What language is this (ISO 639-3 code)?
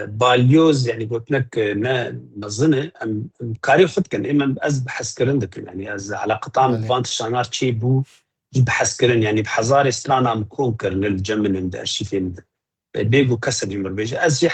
kur